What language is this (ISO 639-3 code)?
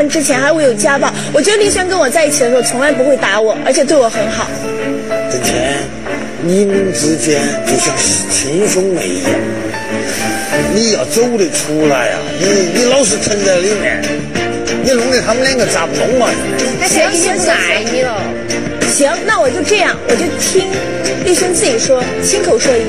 zho